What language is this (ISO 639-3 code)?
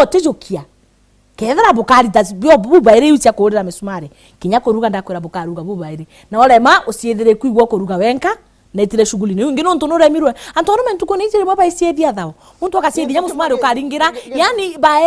mer